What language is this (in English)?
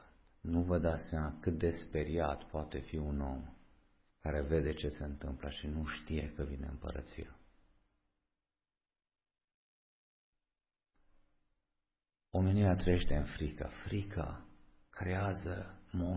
Romanian